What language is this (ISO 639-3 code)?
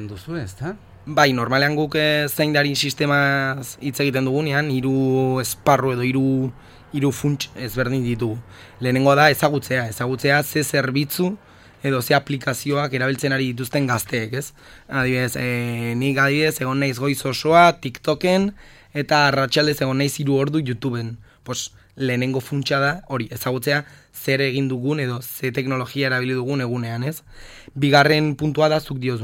eus